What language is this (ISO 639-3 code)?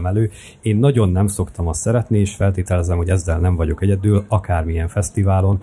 hun